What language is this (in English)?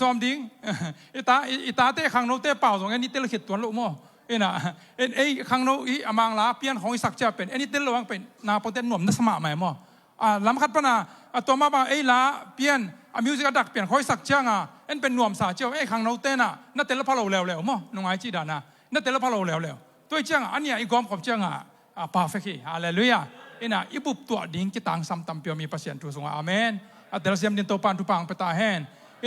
Tedim Chin